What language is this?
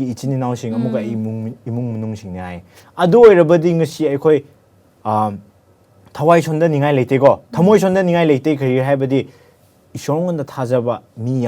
Manipuri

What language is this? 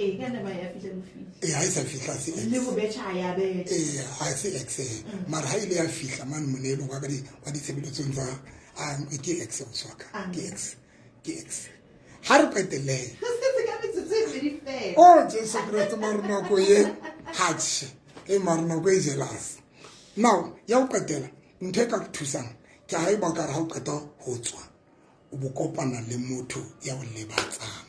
Southern Sotho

